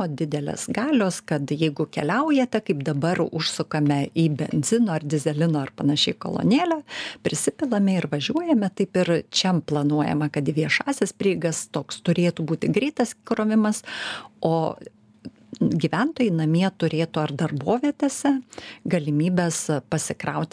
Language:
Lithuanian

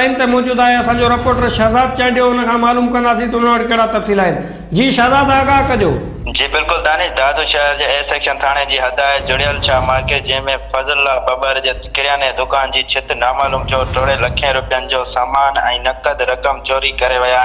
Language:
Sindhi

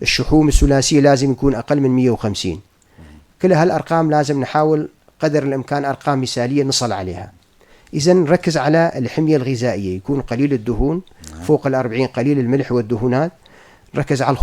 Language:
North Levantine Arabic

